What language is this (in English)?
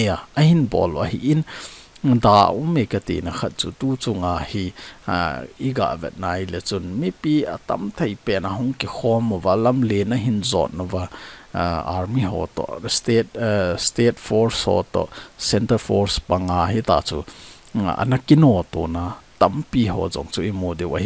Thado Chin